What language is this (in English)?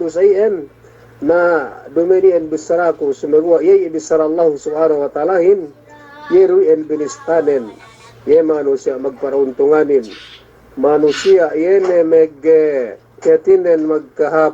Yakan